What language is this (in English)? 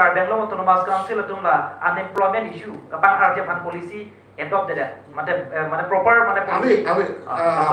Karbi